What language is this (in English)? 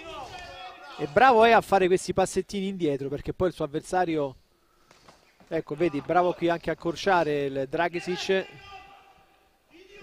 Italian